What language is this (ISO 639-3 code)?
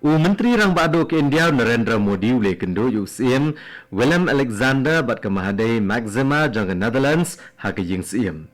kha